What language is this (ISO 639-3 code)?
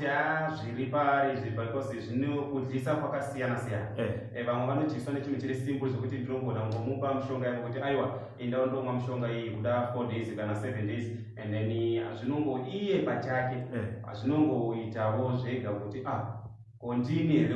sna